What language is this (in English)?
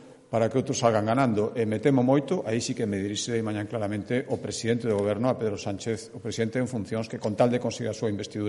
Galician